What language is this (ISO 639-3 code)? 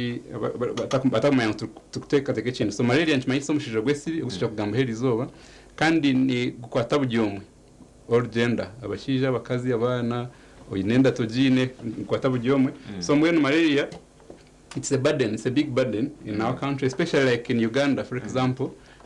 nyn